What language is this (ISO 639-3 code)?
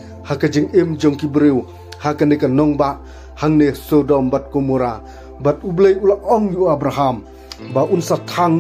kha